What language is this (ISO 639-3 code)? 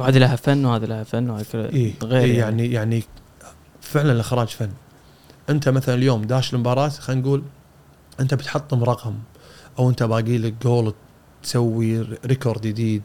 afb